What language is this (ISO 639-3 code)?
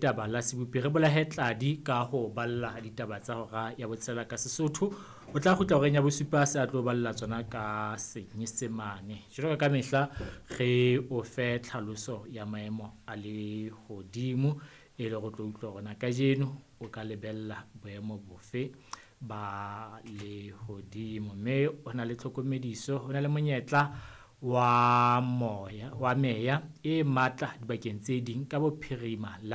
sot